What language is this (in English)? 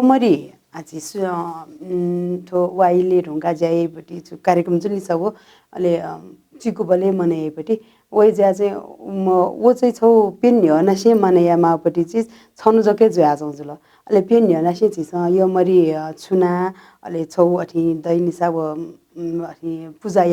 Newari